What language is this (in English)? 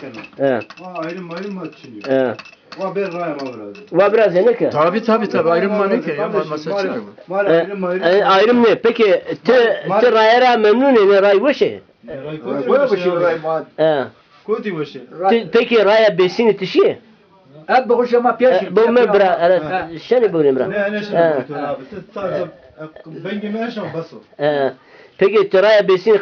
Zaza